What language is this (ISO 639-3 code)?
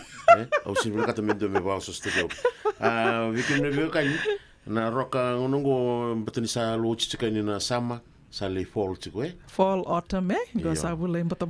fij